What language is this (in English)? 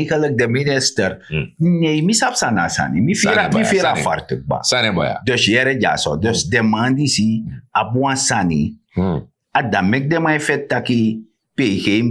Sranan Tongo